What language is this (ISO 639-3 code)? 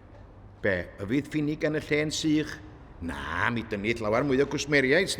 cym